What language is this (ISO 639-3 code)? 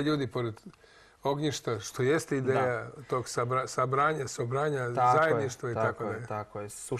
srp